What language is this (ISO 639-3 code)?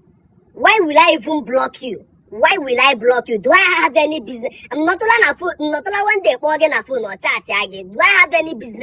ibo